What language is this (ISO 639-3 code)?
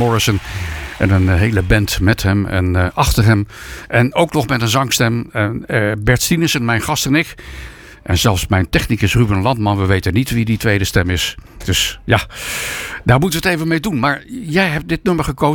nld